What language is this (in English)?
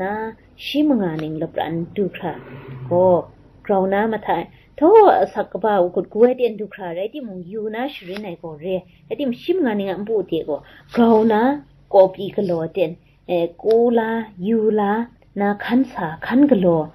Kachin